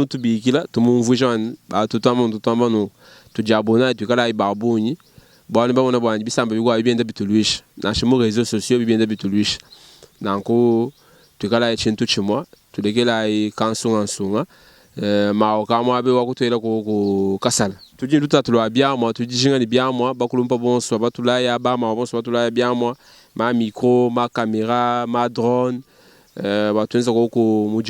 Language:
Luba-Lulua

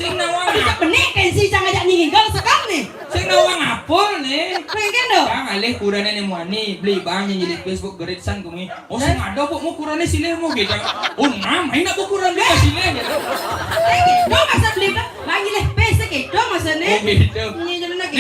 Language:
Balinese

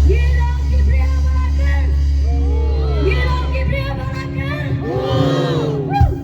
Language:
Khasi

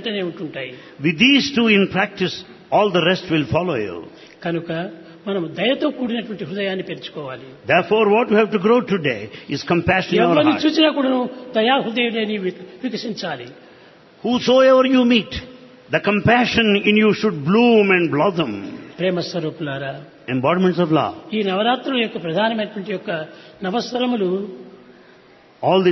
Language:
Telugu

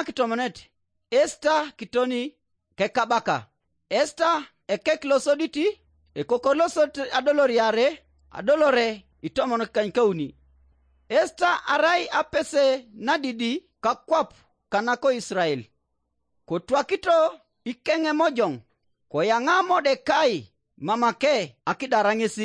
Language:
Teso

